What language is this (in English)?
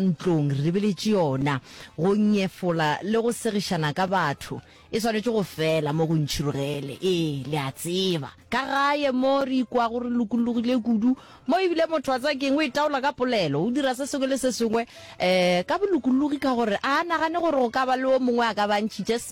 Northern Sotho